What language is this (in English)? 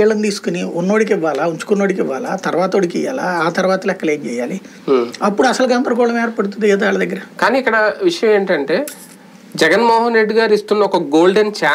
Telugu